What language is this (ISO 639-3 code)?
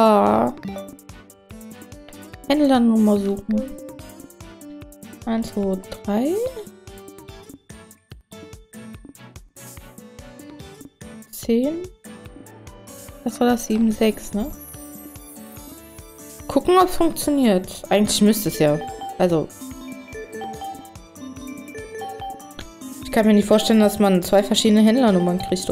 deu